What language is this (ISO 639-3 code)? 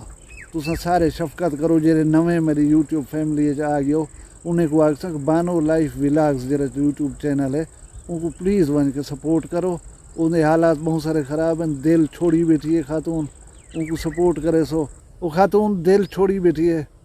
skr